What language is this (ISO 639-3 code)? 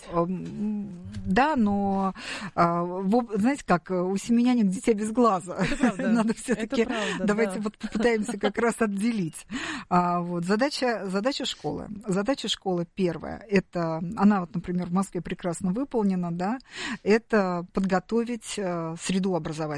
rus